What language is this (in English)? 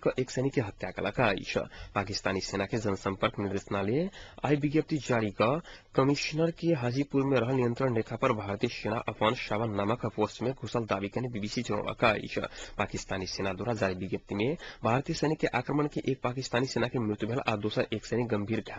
Maithili